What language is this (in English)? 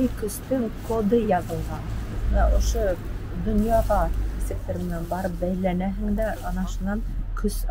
Bashkir